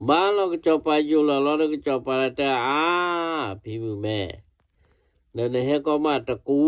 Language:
S'gaw Karen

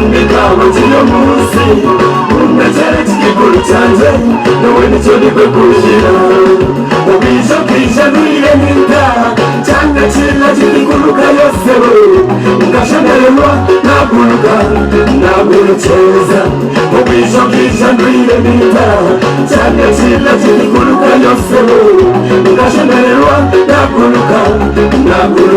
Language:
Nyankole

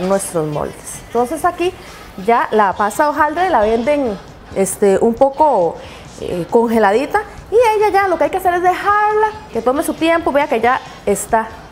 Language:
Spanish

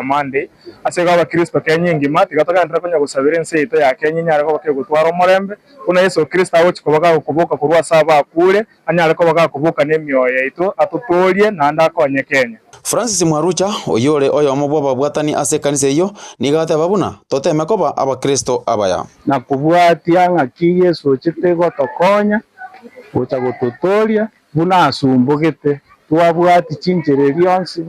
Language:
Gusii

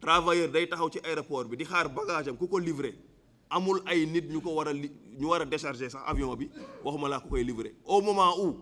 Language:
Wolof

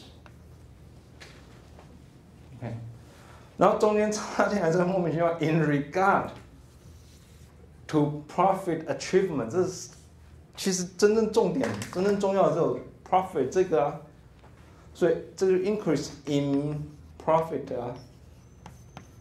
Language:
Chinese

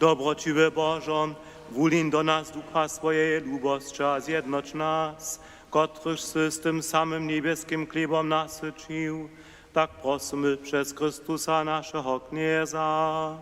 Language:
Upper Sorbian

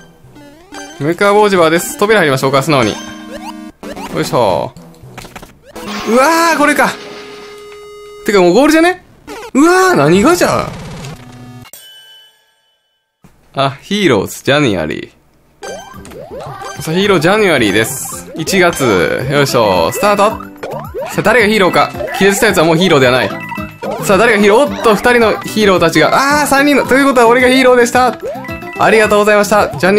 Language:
Japanese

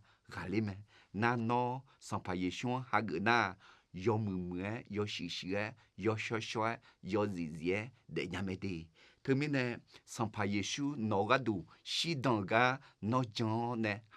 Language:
Akha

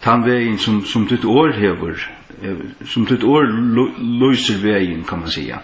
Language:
Faroese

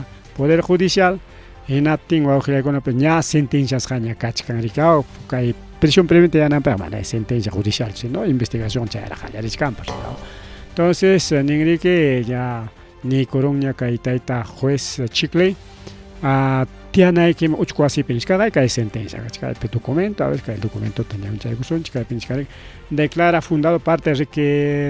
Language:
Ayacucho Quechua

